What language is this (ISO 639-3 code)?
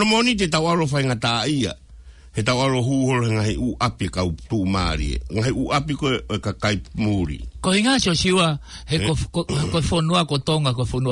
ton